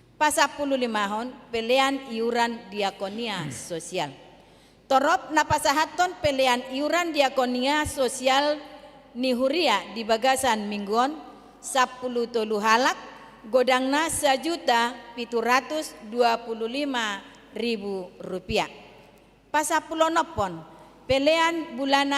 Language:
Batak Toba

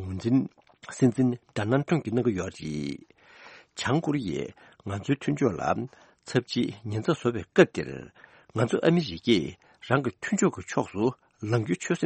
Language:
Tibetan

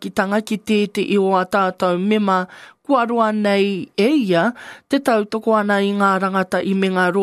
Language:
Māori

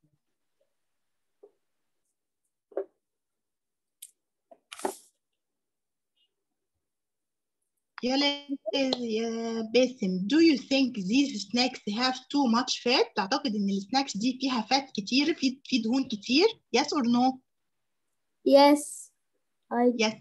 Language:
Egyptian Arabic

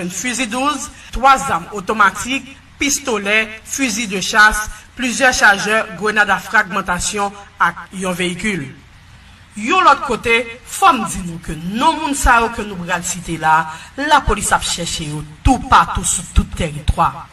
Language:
Haitian Creole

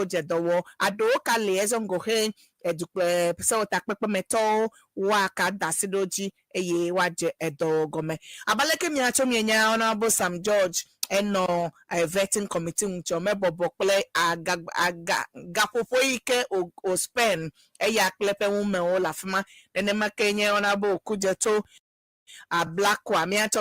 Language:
Ewe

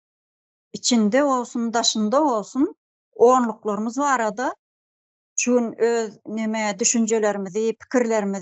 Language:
Turkmen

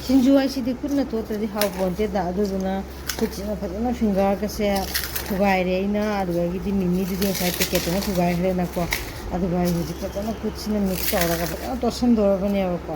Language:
Manipuri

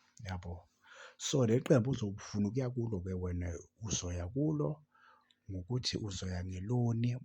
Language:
Zulu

